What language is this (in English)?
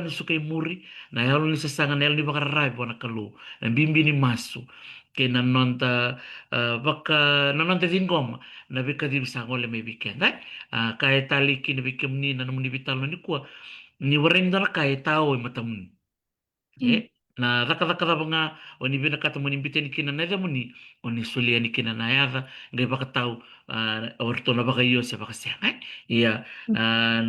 Fijian